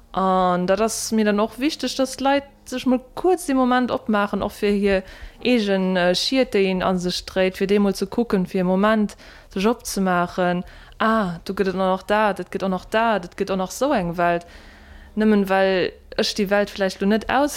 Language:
Luxembourgish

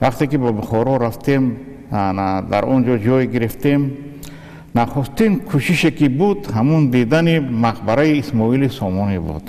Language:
Tajik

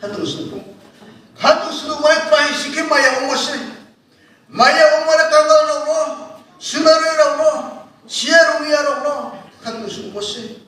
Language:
Riang (India)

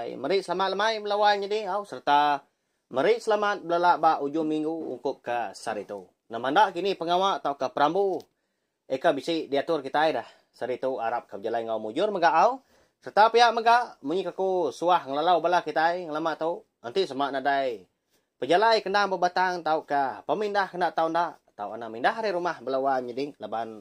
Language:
Iban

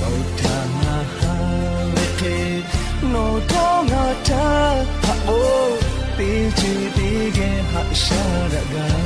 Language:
Lahu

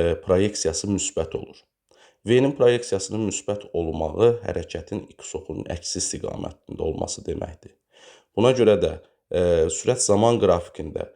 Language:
Azerbaijani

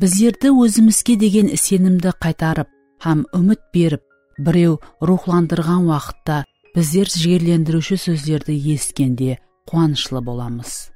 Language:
Kara-Kalpak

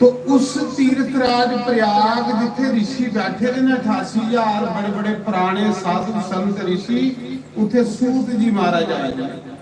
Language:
Dogri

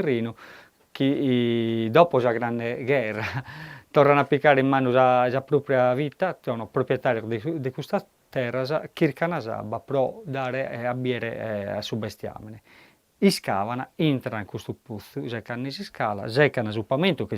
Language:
Sardinian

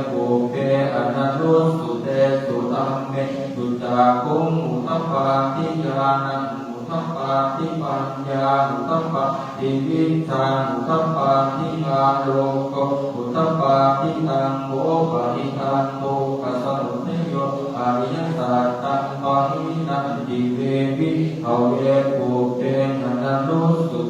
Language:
Pali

